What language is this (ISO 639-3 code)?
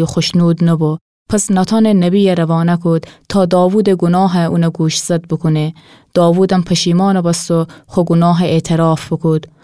glk